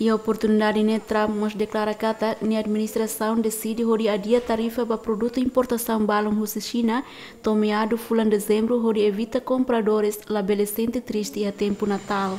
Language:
Tetum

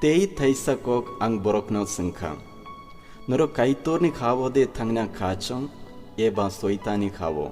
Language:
Kok Borok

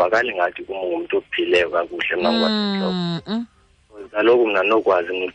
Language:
Xhosa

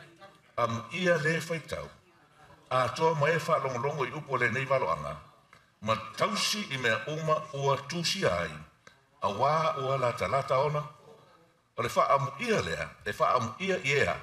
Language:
Samoan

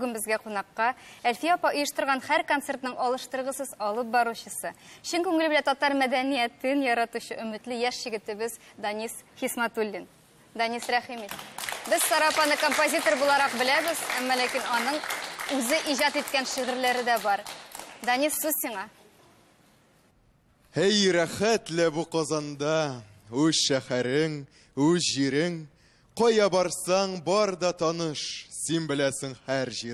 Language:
Tatar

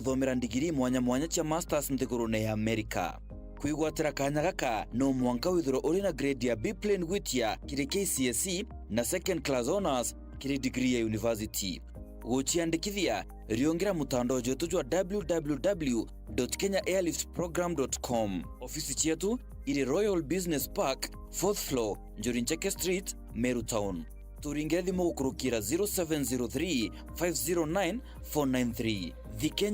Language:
Meru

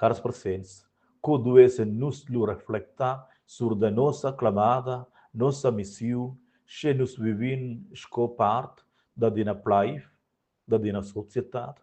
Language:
Romansh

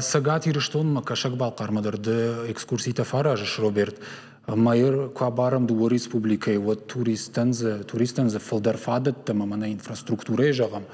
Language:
Ossetic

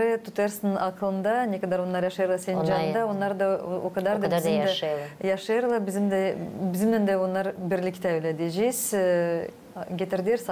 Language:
Gagauz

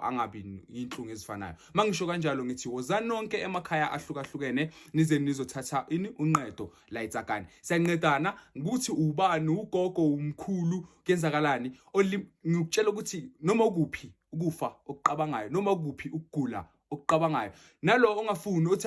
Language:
Zulu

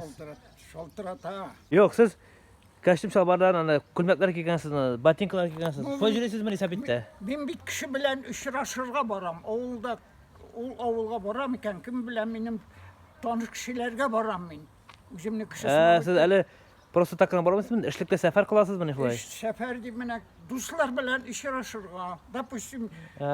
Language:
Tatar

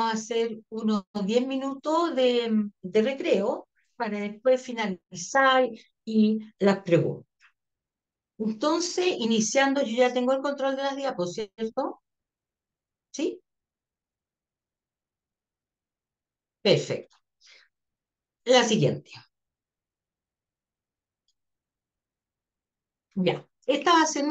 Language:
Spanish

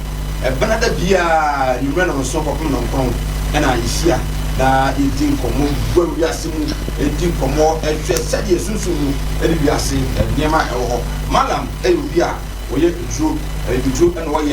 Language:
Akan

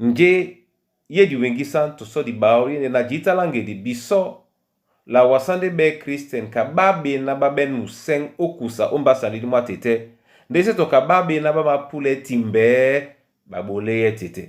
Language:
Duala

